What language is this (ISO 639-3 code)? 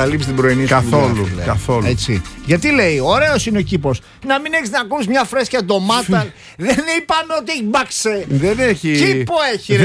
ell